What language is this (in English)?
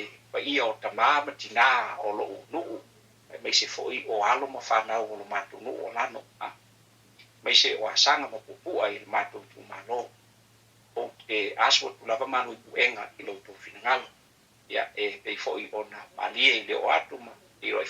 Samoan